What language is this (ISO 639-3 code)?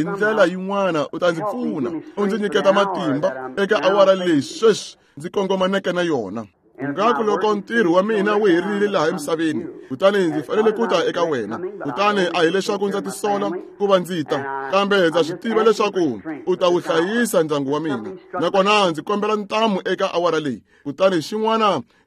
tso